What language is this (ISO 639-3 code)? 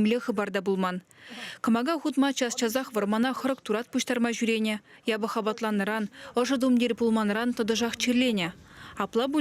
chv